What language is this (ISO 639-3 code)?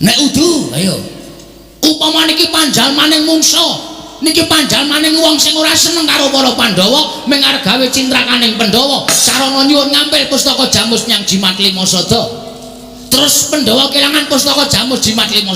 jav